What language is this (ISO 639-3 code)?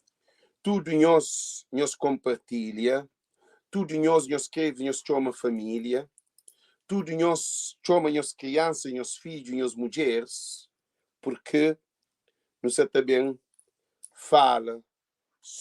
kea